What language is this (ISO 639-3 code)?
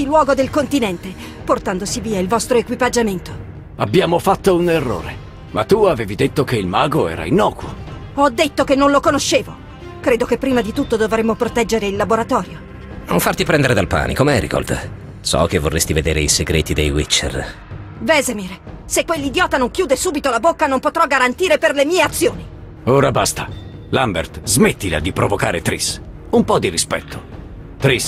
ita